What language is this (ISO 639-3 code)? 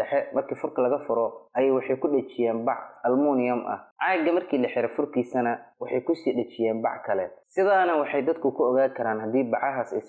som